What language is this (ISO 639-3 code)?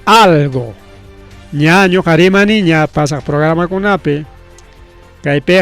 quy